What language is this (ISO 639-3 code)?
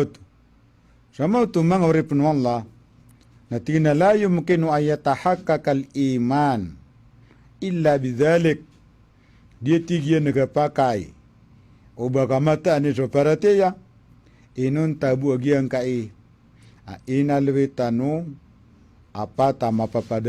mrw